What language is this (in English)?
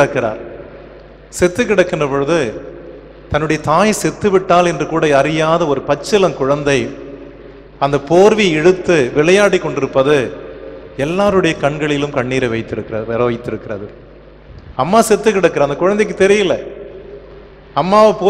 Tamil